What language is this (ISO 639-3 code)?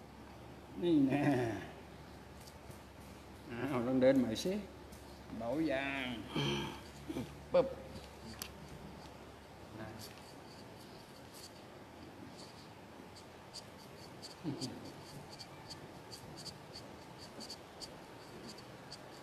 tha